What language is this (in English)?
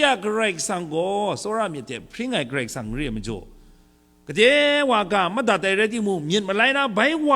Kachin